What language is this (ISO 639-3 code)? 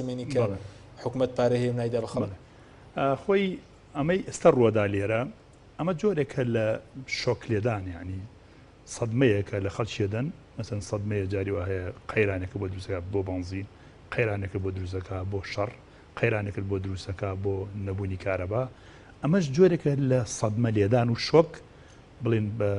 ckb